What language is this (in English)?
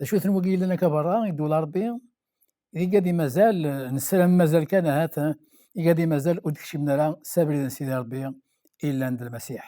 Kabyle